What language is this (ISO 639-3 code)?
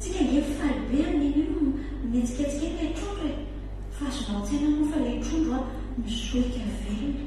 mlg